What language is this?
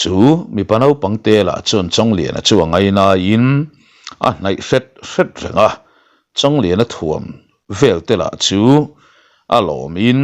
Mizo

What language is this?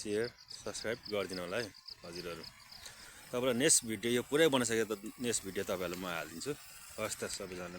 Nepali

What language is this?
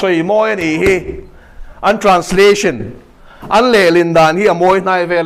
Mizo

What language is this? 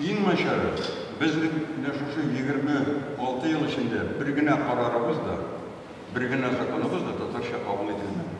Tatar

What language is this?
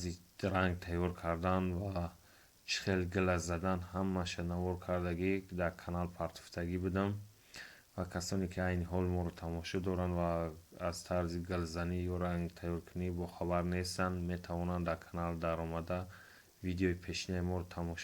Tajik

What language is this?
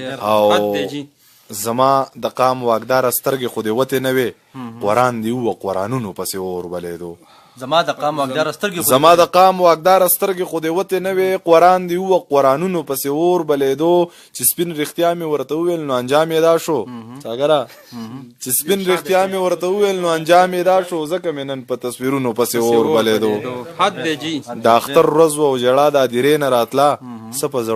Pashto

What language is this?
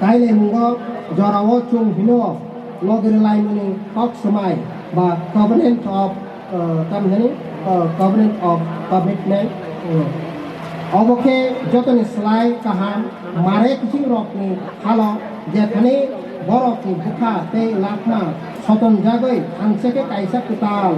Kok Borok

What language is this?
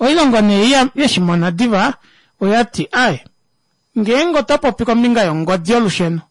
Kuanyama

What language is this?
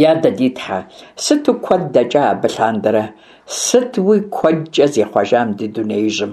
Kabardian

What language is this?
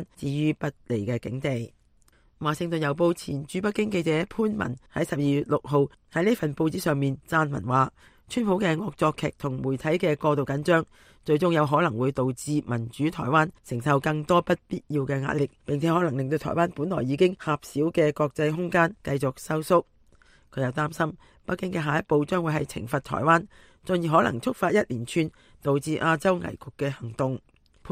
Cantonese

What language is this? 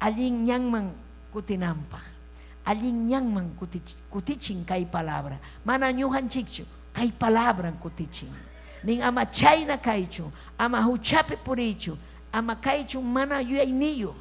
Ayacucho Quechua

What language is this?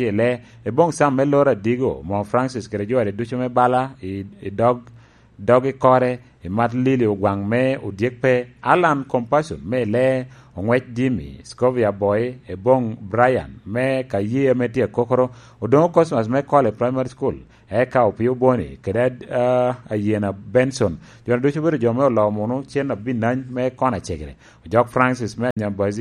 Lango (Uganda)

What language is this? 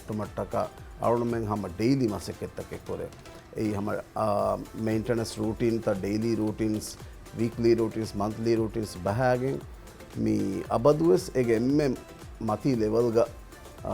Divehi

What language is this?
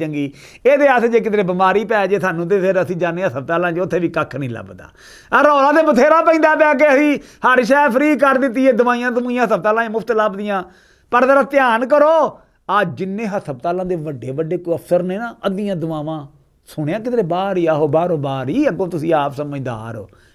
Western Panjabi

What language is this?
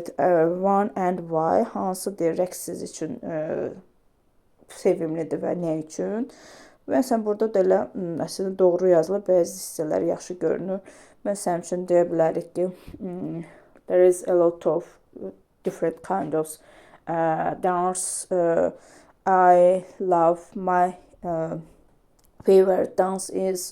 Azerbaijani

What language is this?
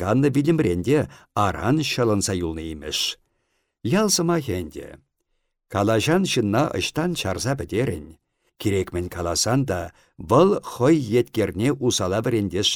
Chuvash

